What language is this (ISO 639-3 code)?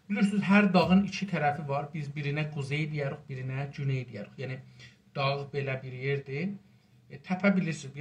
azb